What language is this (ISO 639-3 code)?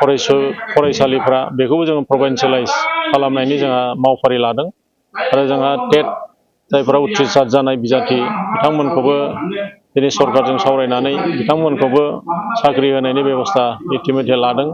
brx